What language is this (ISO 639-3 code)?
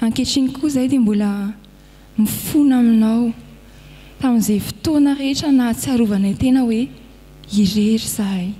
mlg